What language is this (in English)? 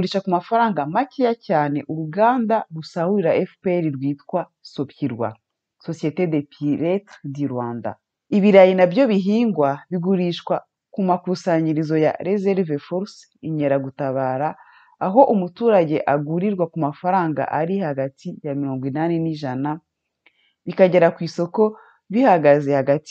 Kinyarwanda